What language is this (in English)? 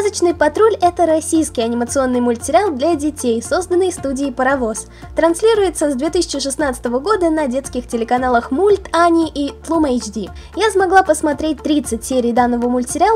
Russian